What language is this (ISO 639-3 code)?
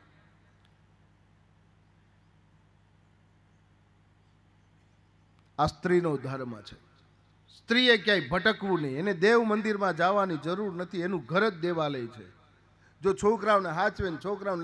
guj